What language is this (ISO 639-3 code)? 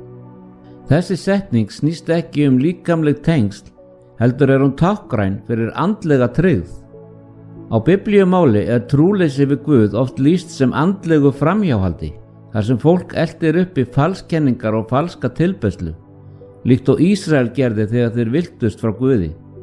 isl